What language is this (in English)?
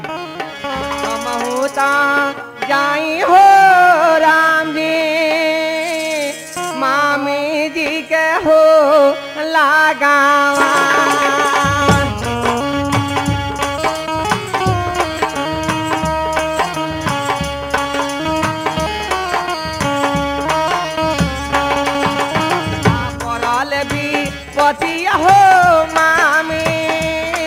Bhojpuri